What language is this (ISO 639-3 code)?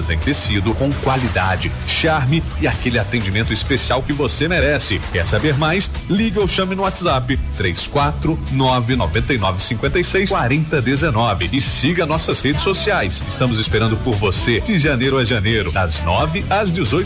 por